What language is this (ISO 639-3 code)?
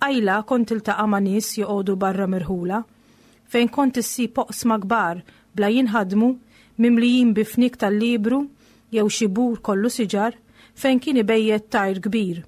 mlt